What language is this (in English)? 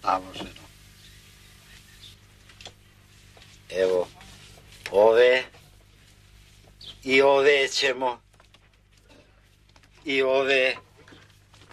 Serbian